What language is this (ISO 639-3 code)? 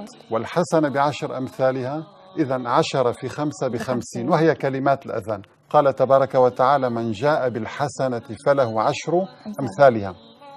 ara